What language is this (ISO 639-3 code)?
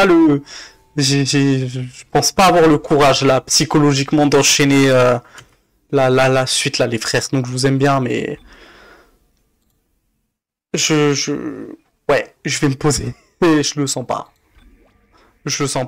fra